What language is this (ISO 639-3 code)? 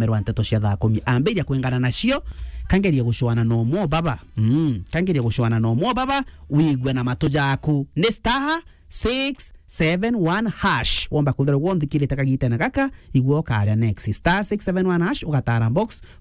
mer